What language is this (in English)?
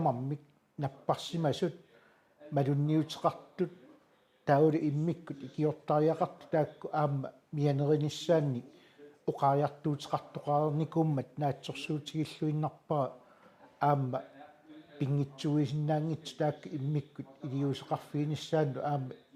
Kalaallisut